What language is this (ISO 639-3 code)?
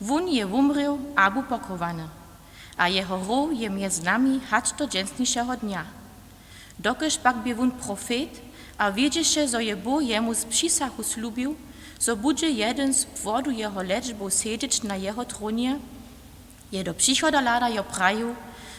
hsb